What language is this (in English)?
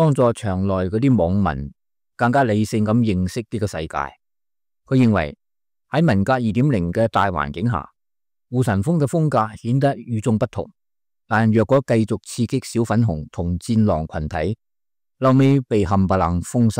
Cantonese